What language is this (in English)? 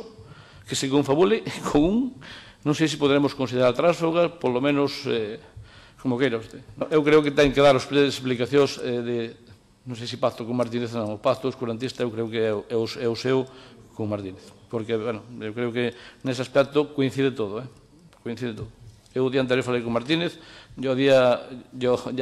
Galician